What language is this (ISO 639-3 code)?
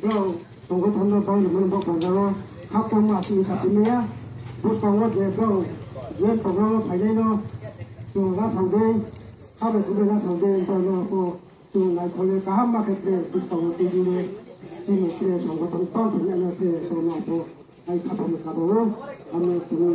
trp